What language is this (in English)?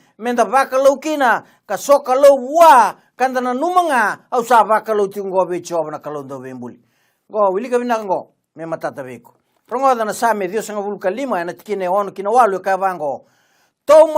Fijian